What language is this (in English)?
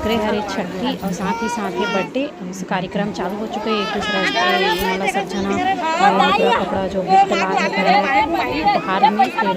Chhattisgarhi